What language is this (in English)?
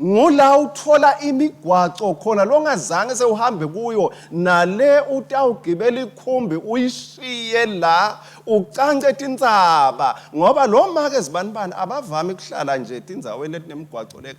Swati